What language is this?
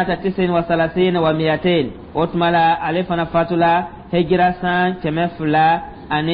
Dyula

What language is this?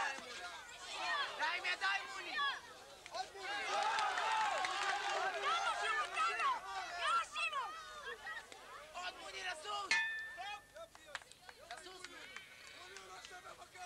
Hebrew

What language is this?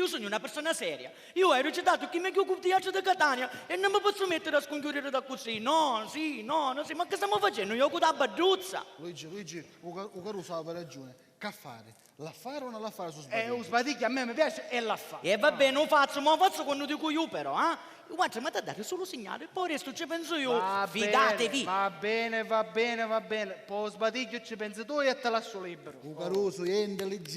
Sicilian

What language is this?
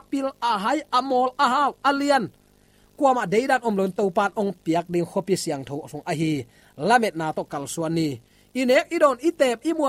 Tedim Chin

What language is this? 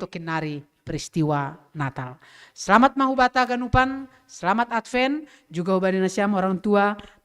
Batak Simalungun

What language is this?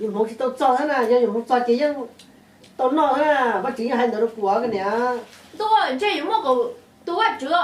Hmong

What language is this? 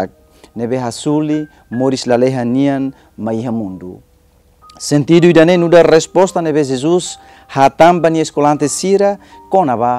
Tetum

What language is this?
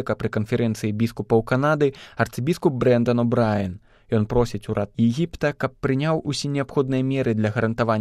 Belarusian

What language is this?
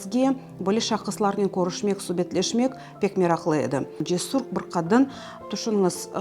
Crimean Tatar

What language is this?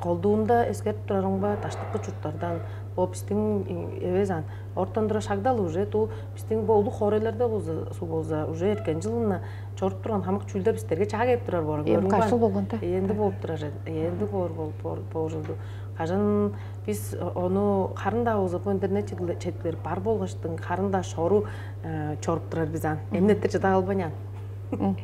Tuvinian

